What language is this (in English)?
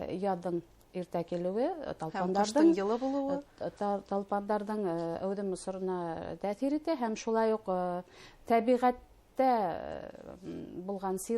Bashkir